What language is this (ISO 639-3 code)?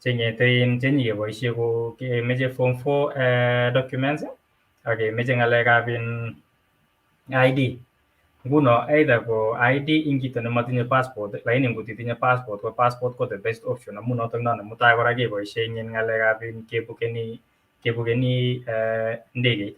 kln